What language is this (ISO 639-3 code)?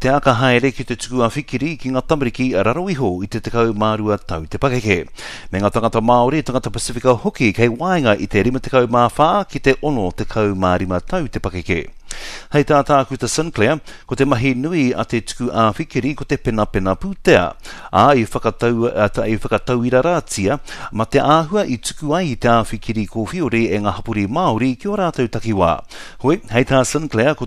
mri